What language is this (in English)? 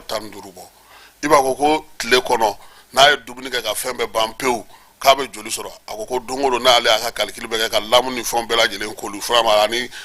Bambara